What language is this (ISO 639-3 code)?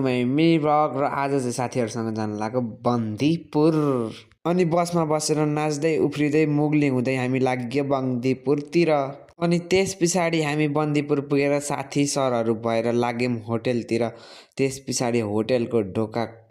nep